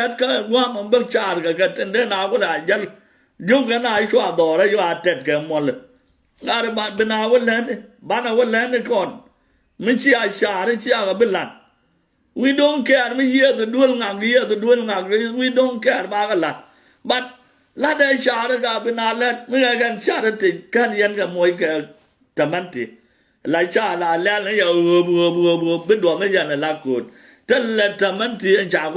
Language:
Nuer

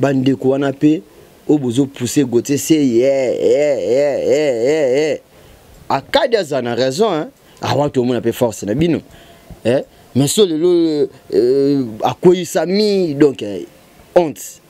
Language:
Lingala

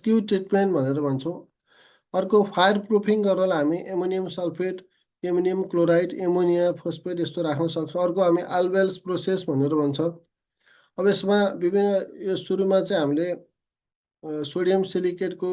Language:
Nepali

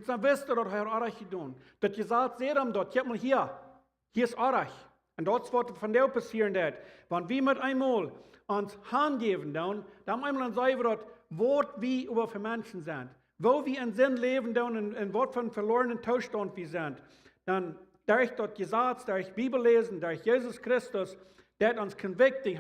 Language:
Plautdietsch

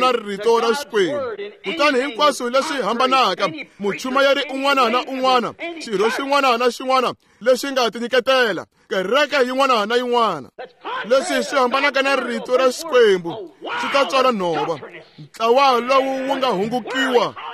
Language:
Tsonga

